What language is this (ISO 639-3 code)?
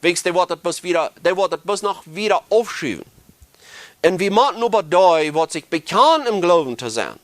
pdt